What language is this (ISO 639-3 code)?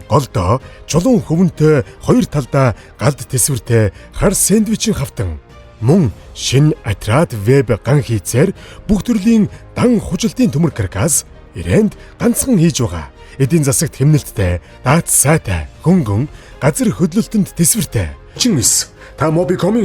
mon